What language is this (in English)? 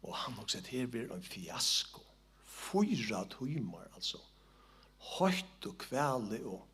Faroese